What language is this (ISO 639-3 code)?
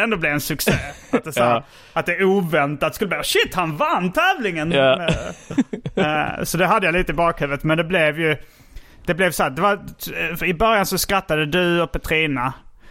swe